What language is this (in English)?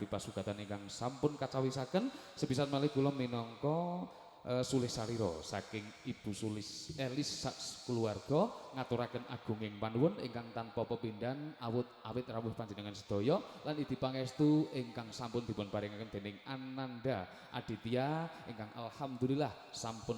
Javanese